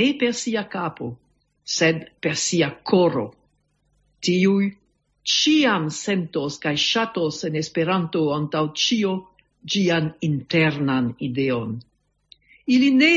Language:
Esperanto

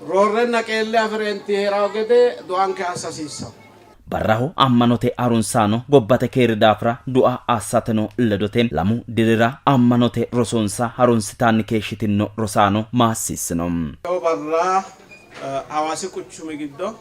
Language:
Sidamo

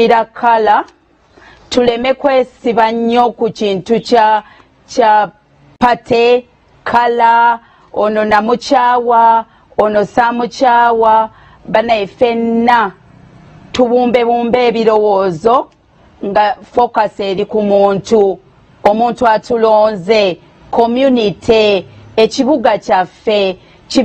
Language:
Ganda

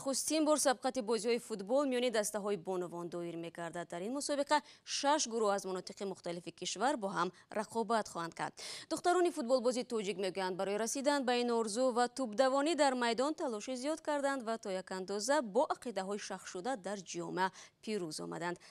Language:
Tajik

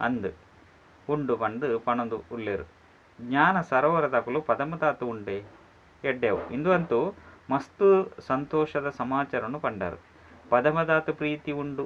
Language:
Tulu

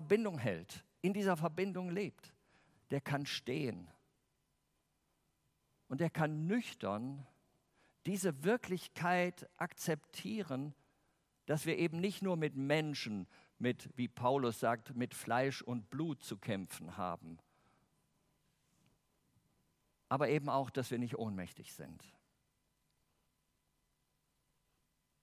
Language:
German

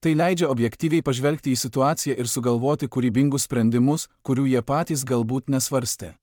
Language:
Lithuanian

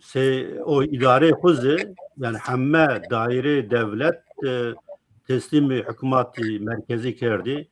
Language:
Zaza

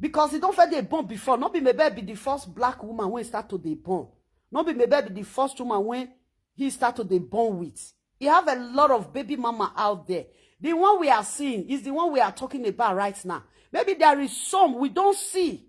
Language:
Nigerian Pidgin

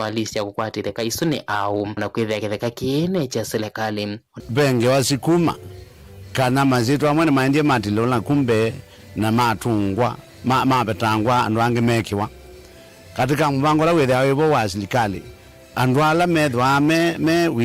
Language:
Kamba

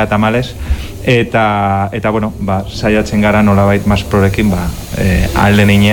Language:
Basque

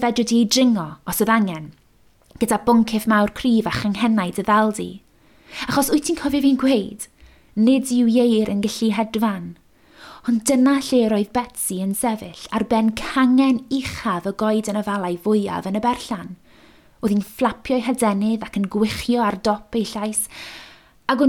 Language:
Welsh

